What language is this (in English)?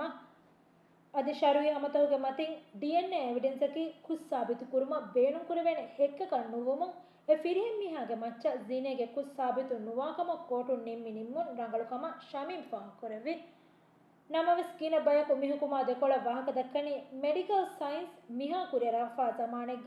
Divehi